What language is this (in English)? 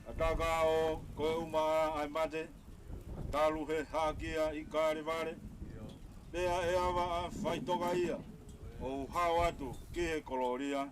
Tongan